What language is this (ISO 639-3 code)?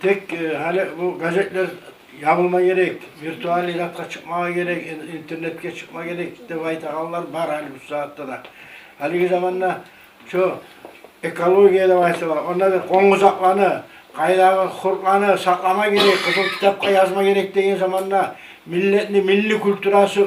kum